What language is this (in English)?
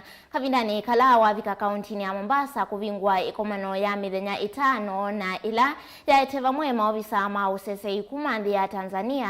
Kamba